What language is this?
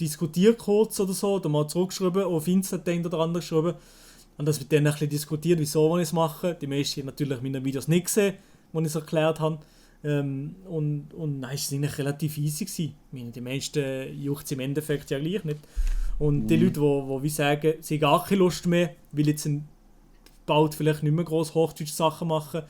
Swiss German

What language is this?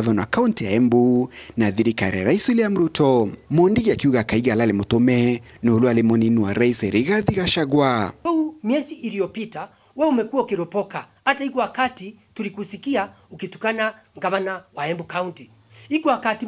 Meru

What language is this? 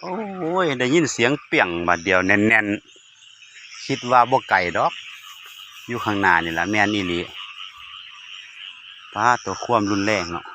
Lao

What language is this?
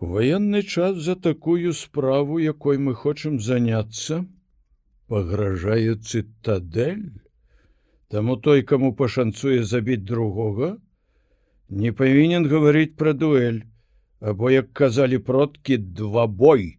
Belarusian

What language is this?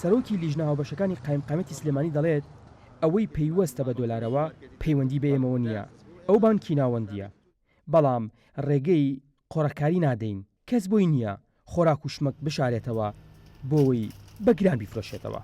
Central Kurdish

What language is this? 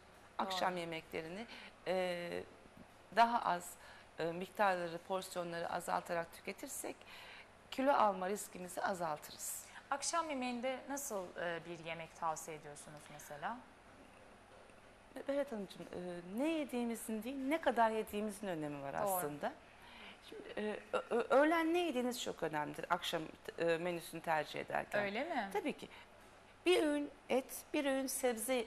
Turkish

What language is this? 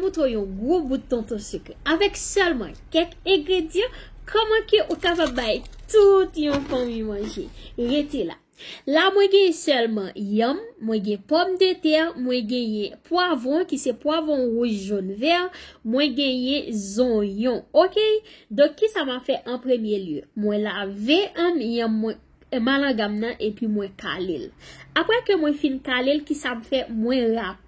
Haitian Creole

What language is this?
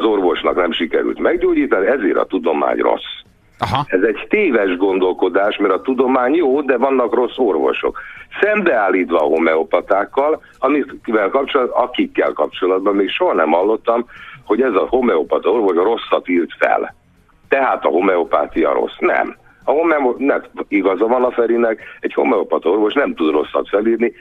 Hungarian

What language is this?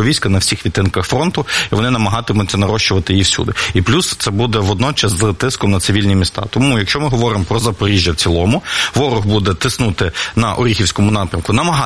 Ukrainian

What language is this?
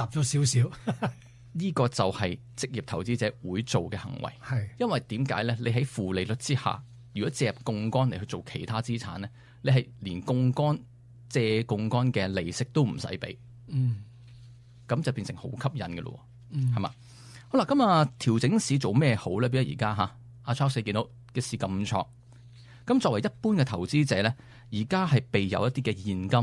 Cantonese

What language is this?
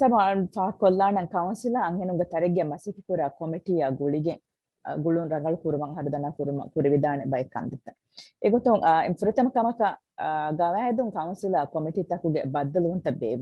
Divehi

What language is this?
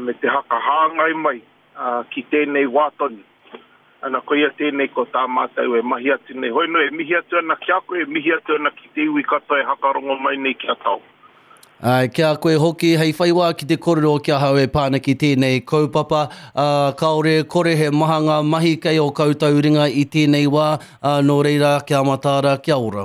Māori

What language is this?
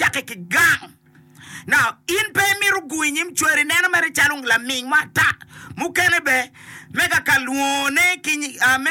Acoli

